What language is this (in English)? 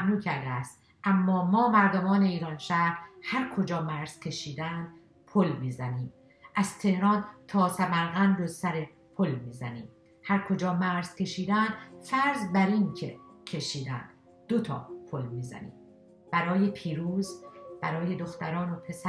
Persian